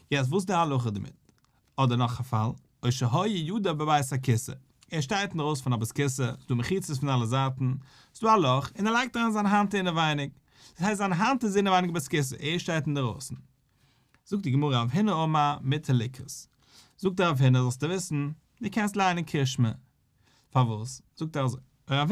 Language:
Yiddish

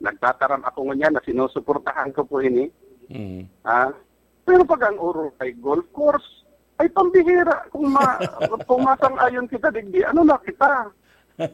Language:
Bikol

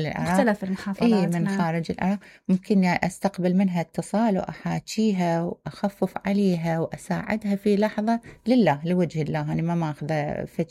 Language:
Mesopotamian Arabic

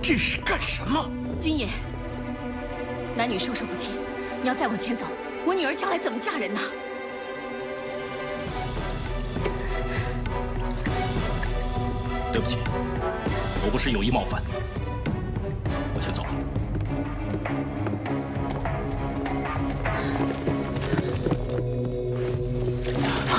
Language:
Chinese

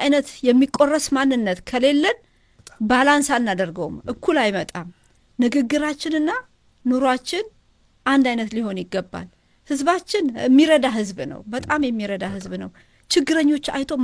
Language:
Amharic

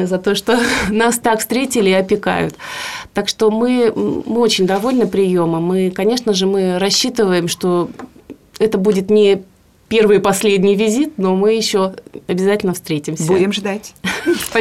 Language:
Russian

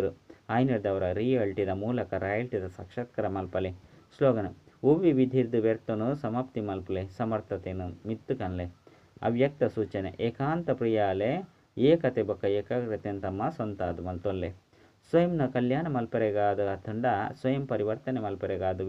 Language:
Tulu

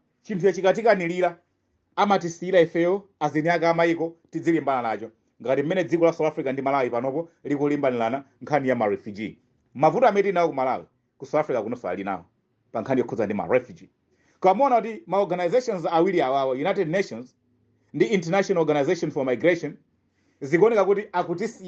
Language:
Nyanja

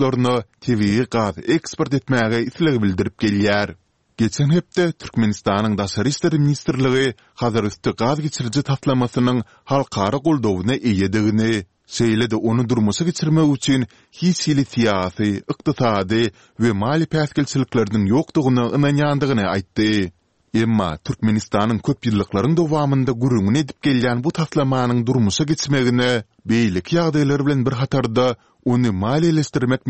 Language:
Turkmen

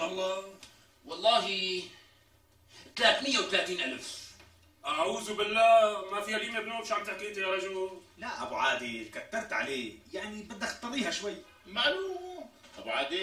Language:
North Levantine Arabic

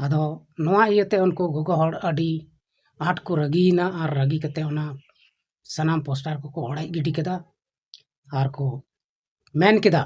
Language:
Santali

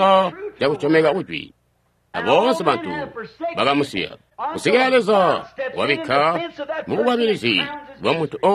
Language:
Tonga (Zambia)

